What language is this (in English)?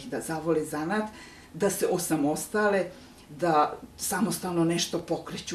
Serbian